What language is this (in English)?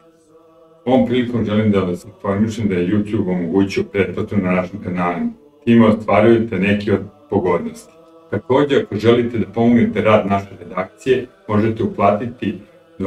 Serbian